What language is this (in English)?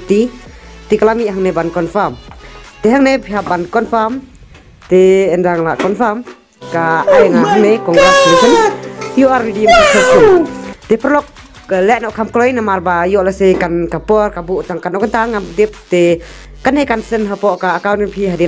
Khasi